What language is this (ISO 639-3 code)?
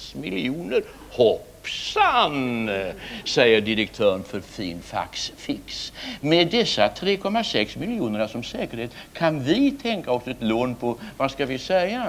swe